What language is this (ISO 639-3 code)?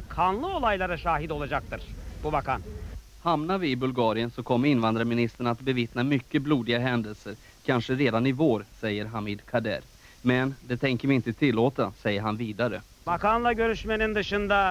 swe